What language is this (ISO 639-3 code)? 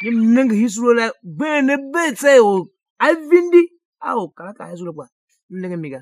tiv